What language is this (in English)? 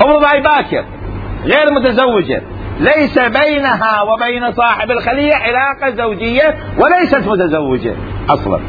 Mesopotamian Arabic